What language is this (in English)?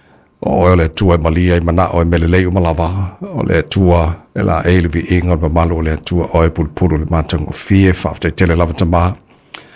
Samoan